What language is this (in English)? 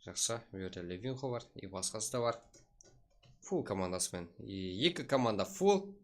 Kara-Kalpak